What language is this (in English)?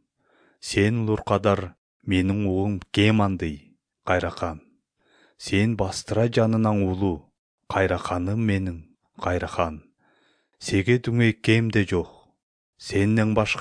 Kyrgyz